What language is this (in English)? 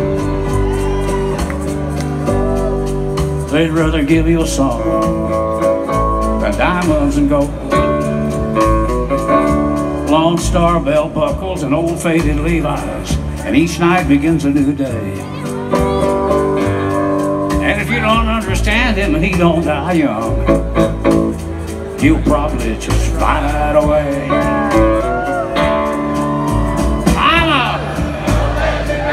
English